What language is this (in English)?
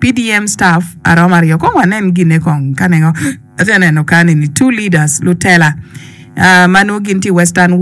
Acoli